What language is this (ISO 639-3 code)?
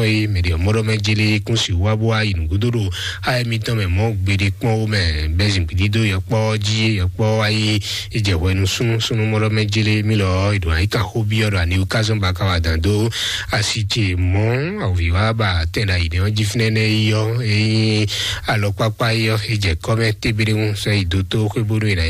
fon